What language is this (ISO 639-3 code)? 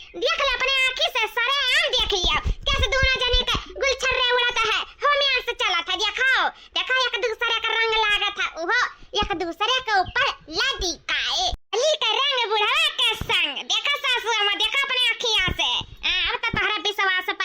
awa